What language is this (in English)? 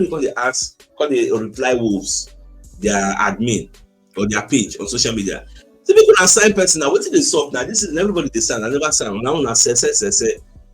Nigerian Pidgin